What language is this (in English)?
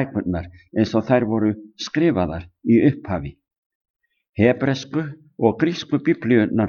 Icelandic